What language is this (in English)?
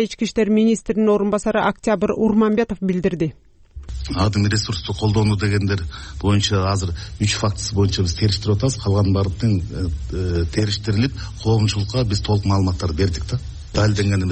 Kyrgyz